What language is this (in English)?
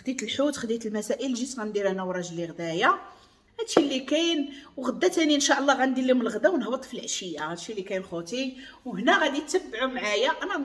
Moroccan Arabic